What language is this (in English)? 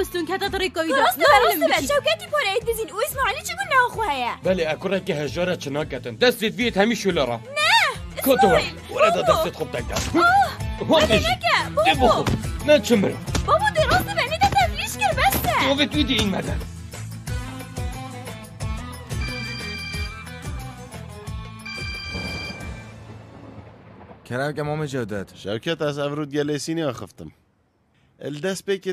Kurdish